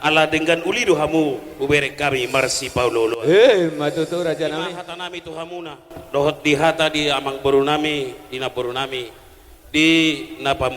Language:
Batak Toba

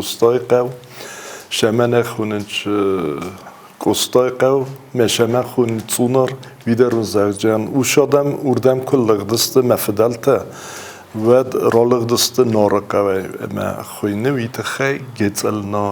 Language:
Ossetic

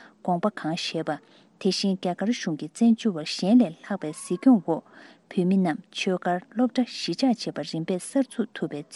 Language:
Tibetan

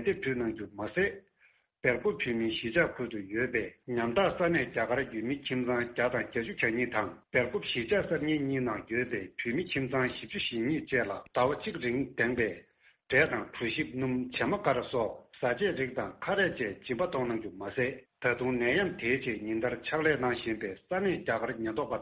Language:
Tibetan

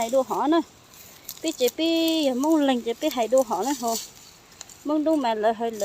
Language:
Hmong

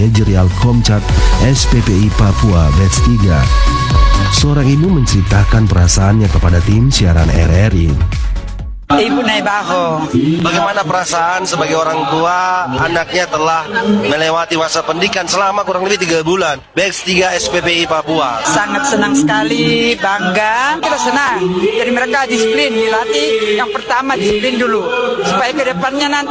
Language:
Indonesian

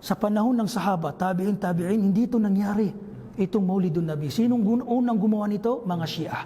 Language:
Maranao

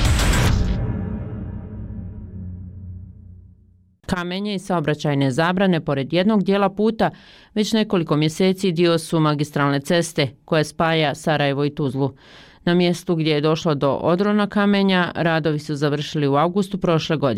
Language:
Bosnian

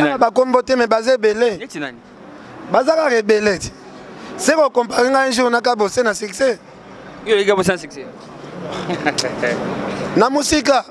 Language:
Lingala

